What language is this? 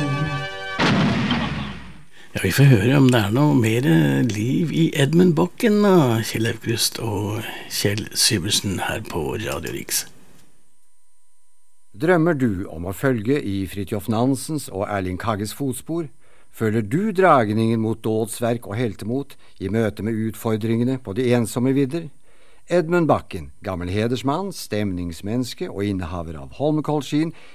Norwegian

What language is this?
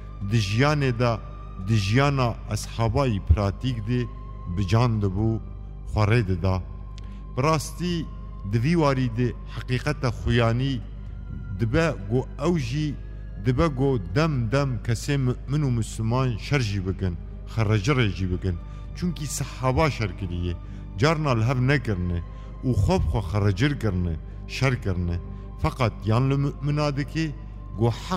Kurdish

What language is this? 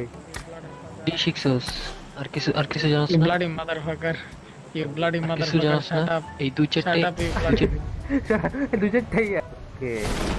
Bangla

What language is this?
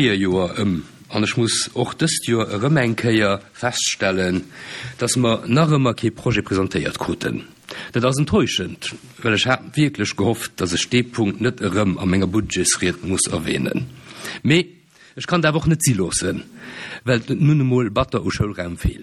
Luxembourgish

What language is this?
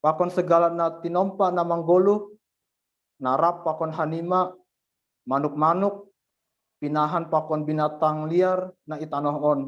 Batak Simalungun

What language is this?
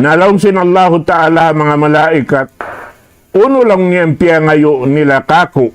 Tausug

